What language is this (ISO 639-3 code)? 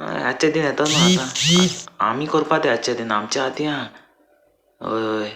kok